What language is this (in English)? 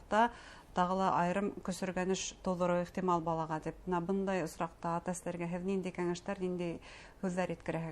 Bashkir